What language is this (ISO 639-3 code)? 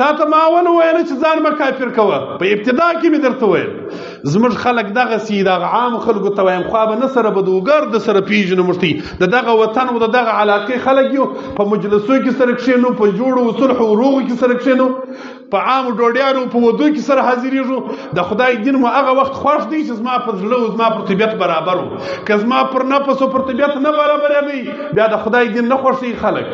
pus